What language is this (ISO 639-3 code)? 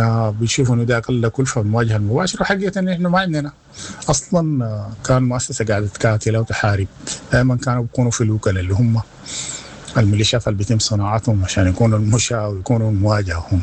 apd